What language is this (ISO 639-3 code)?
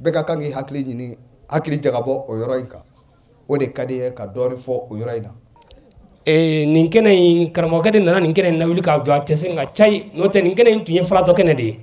bam